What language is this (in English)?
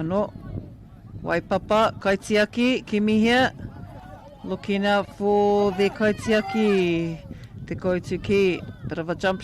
Māori